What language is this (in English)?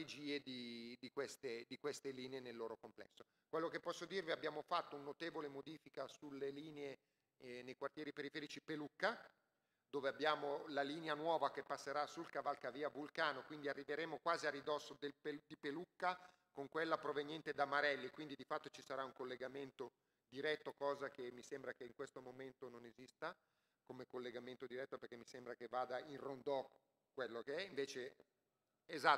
Italian